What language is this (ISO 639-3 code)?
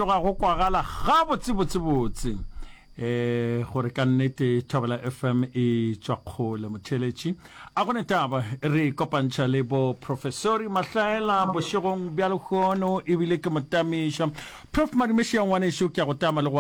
nso